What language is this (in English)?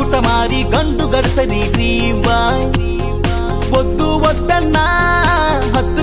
Telugu